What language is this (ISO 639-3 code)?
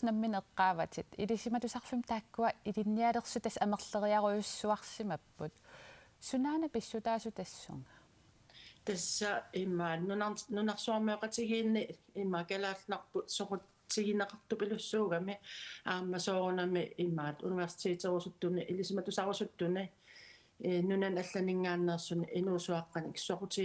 kal